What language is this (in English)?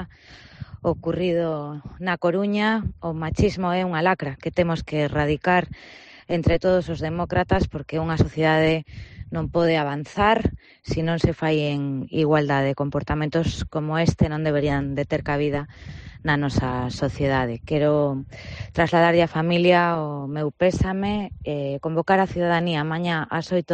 Galician